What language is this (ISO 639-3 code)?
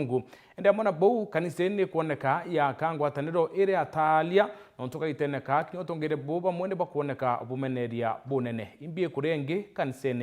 mer